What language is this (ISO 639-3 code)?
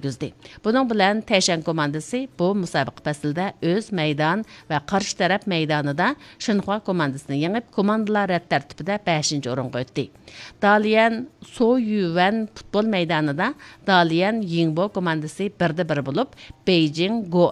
uig